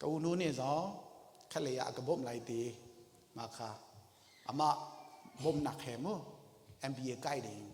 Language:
Hakha Chin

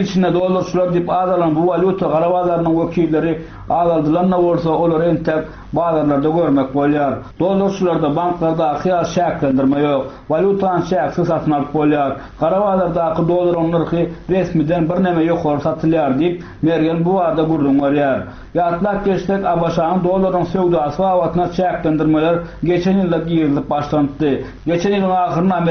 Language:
Turkmen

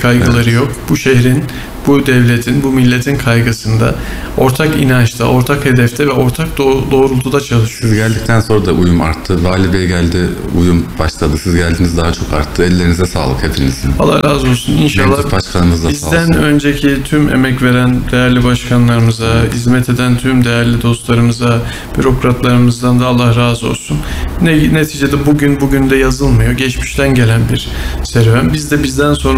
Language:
Turkish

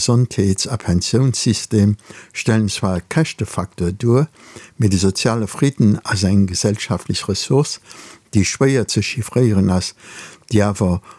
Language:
Luxembourgish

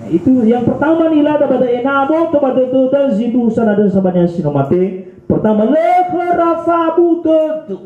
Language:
Nias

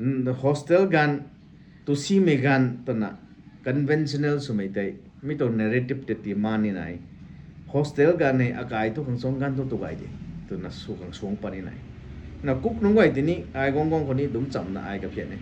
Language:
Rongmei Naga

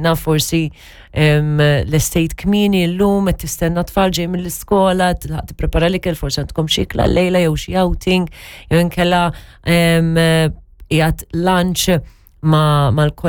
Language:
Maltese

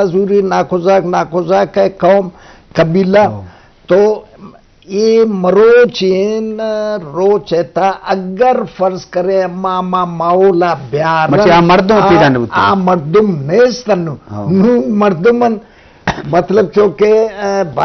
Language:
Eastern Balochi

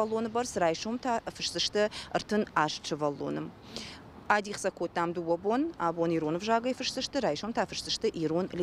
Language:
Ossetic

